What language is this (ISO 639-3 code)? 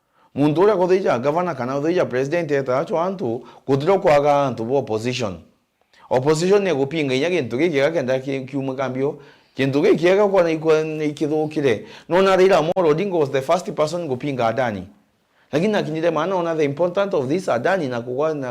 mer